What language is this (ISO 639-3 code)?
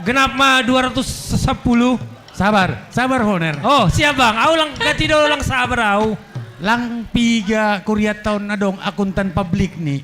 bts